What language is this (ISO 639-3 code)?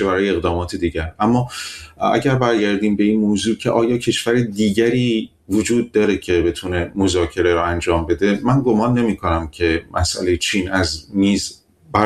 fas